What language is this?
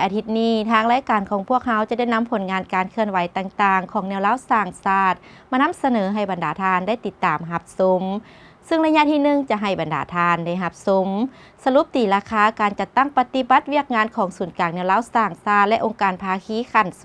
Lao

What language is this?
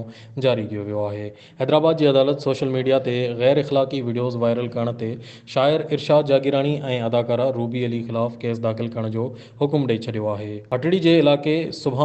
Sindhi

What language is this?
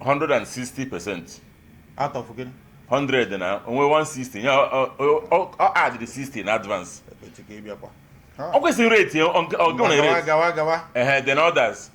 Igbo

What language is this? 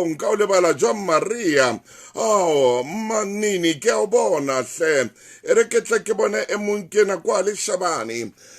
Southern Sotho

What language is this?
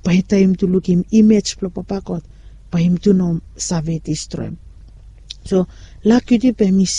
Bislama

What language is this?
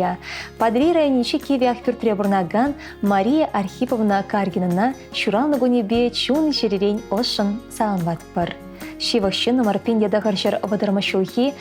Chuvash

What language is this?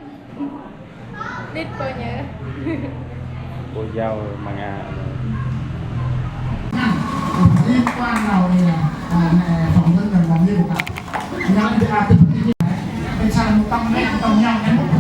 Central Mnong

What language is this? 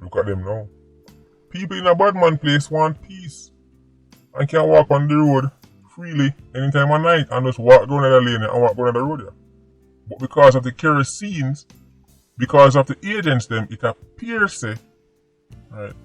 Jamaican Creole English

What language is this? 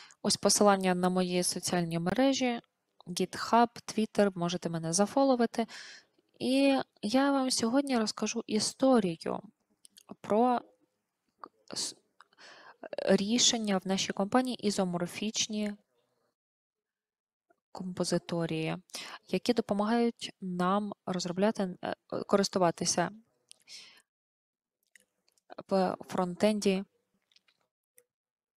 Ukrainian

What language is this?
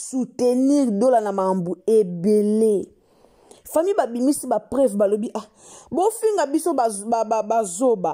Lingala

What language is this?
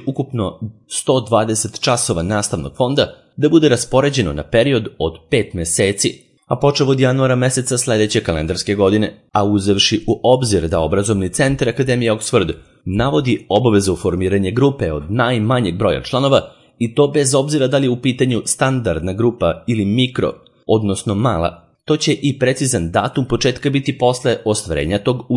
Serbian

